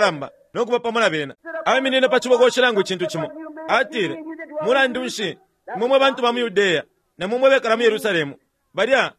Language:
Bemba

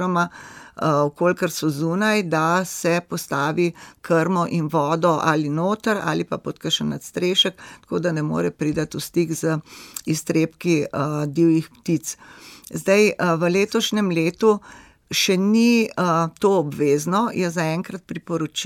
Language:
Slovenian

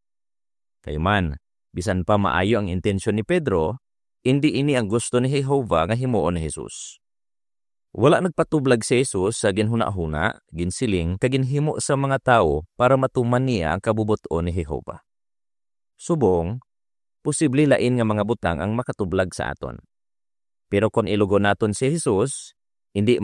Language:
Hiligaynon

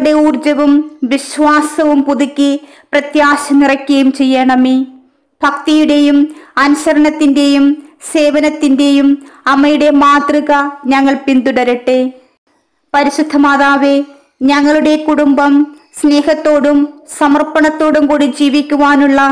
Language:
Malayalam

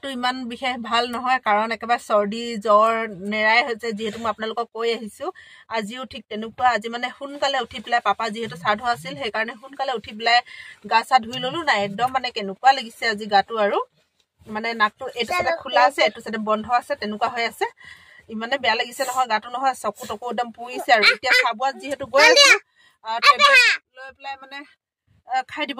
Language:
Assamese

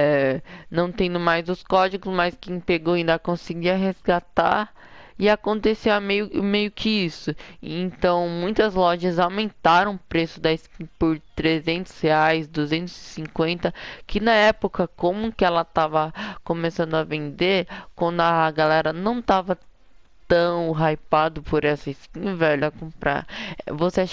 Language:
Portuguese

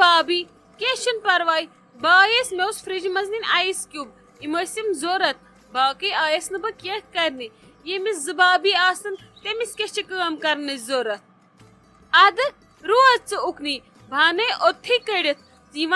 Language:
Kashmiri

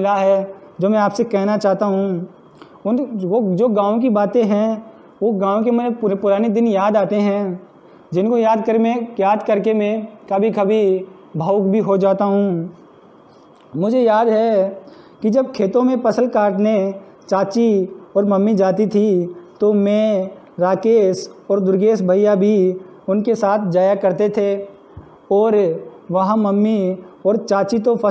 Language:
Hindi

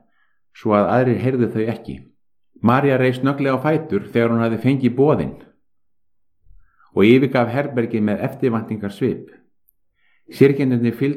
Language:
Icelandic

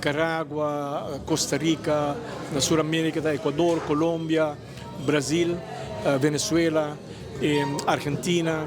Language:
Papiamento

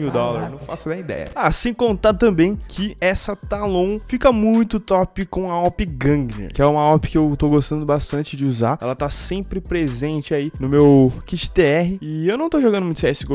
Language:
Portuguese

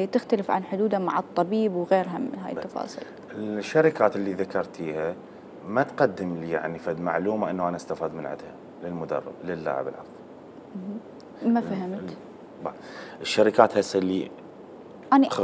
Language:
Mesopotamian Arabic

